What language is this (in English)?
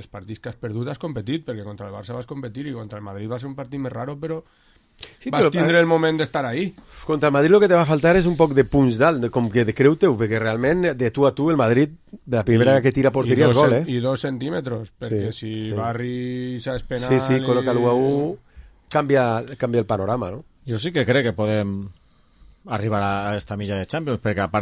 Catalan